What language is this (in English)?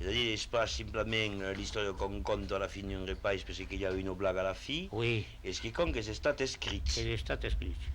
Occitan